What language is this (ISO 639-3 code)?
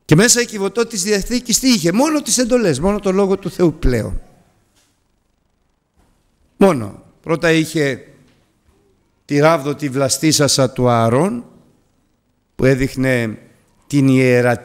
ell